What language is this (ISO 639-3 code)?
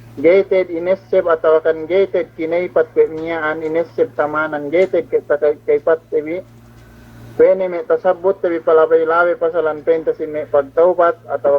yka